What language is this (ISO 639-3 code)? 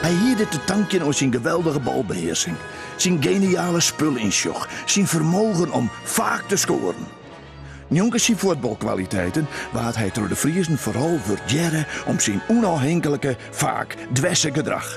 fry